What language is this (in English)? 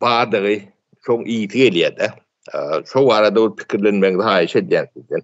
Turkmen